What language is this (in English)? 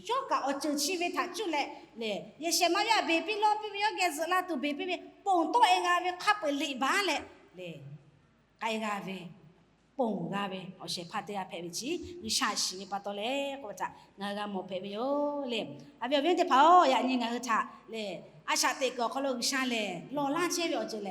Lahu